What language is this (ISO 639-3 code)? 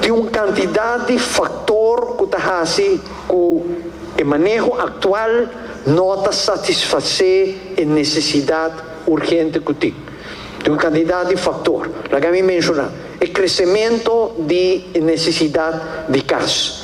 pap